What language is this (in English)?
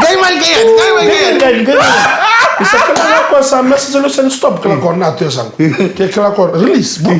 Fijian